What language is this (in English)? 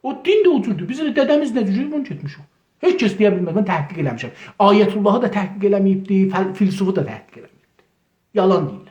South Azerbaijani